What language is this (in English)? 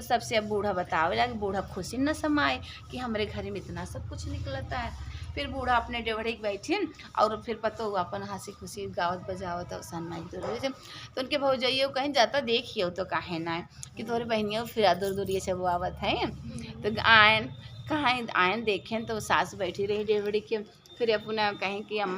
Awadhi